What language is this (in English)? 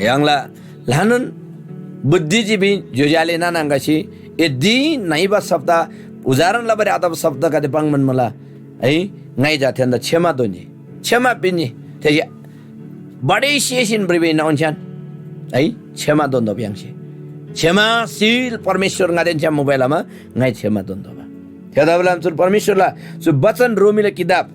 Eastern Tamang